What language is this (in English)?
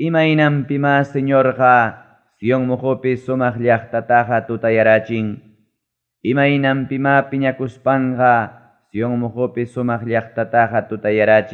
Ayacucho Quechua